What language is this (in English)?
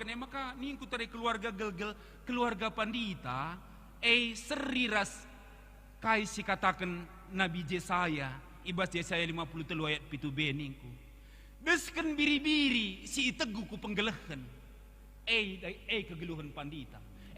Batak Karo